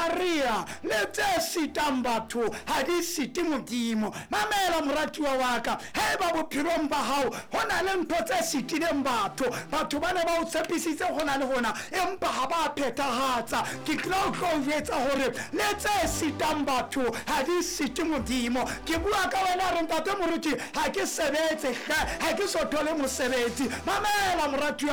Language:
Southern Sotho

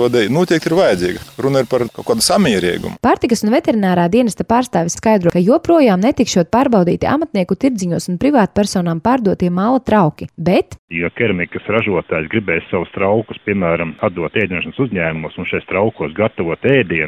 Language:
Latvian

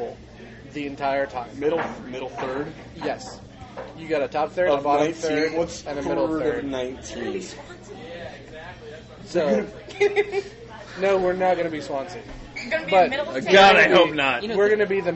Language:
English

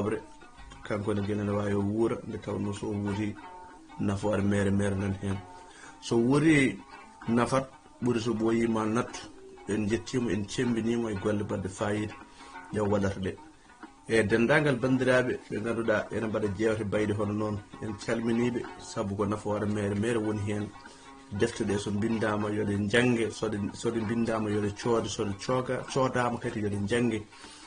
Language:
Fula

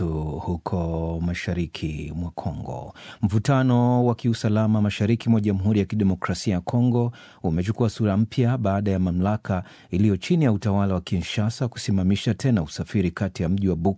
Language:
Swahili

